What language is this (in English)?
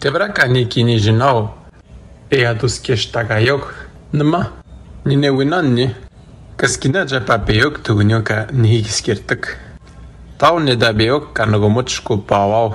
Atikamekw